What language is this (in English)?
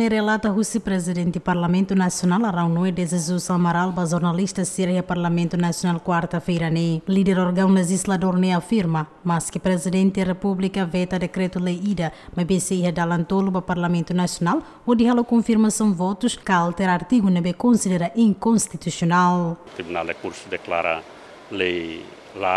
Tetum